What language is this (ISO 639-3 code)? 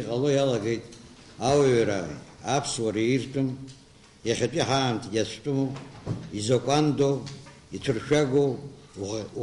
abk